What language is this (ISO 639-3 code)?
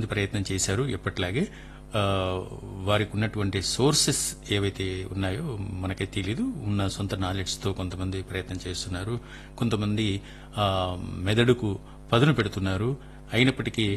tel